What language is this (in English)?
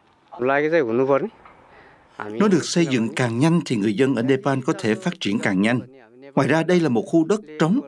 Vietnamese